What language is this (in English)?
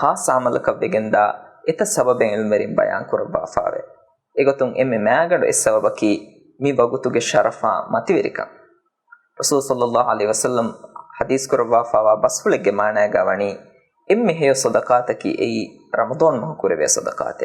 Divehi